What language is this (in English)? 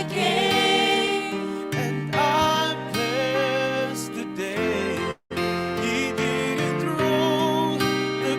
Gilbertese